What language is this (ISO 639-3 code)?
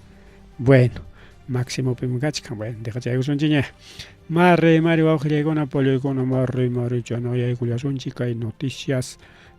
quy